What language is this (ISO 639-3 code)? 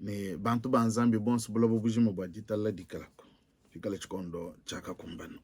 lua